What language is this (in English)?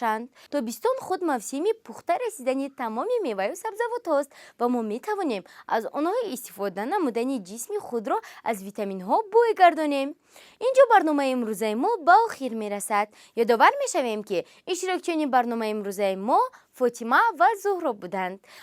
Tajik